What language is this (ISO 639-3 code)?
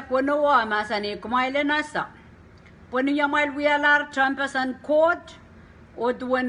pon